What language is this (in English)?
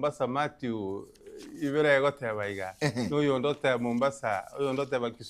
Gusii